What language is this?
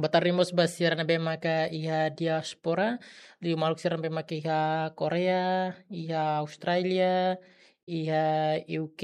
Tetum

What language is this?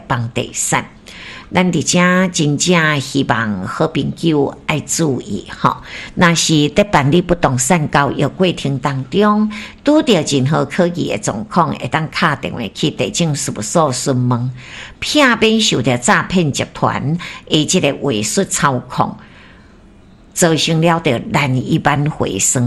Min Nan Chinese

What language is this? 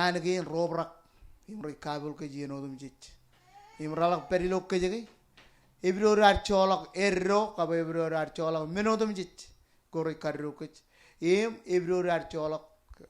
Marshallese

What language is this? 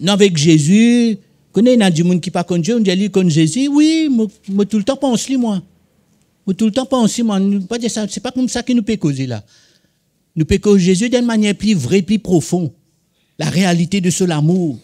Morisyen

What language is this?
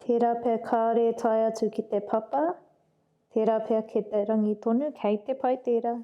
Māori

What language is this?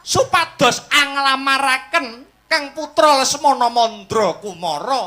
Javanese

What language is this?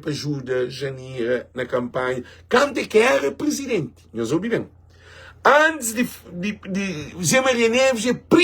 Kabuverdianu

